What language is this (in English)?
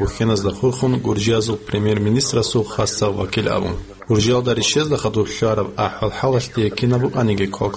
Avaric